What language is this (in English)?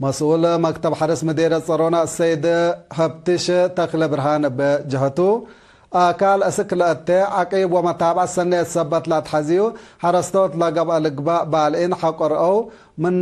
Tigre